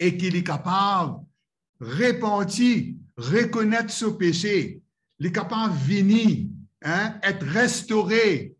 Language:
Morisyen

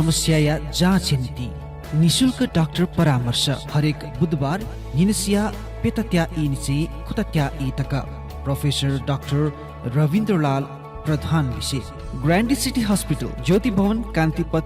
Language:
Newari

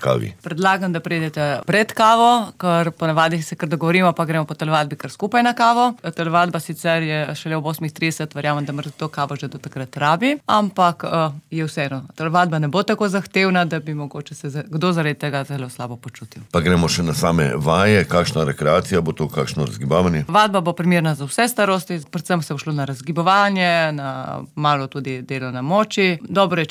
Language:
Slovenian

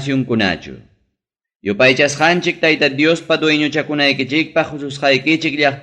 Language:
Ayacucho Quechua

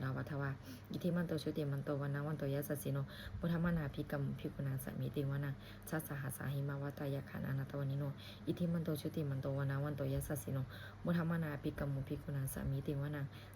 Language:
Pali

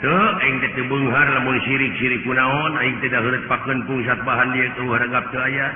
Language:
Sundanese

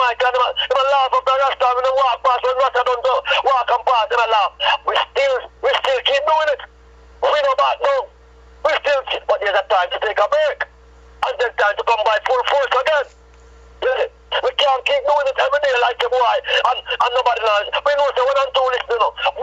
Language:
Jamaican Creole English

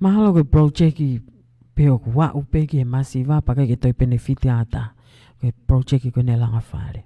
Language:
Tongan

